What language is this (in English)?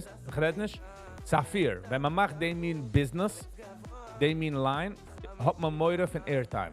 Yiddish